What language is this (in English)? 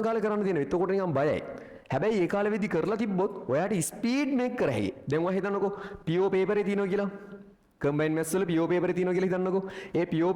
Sinhala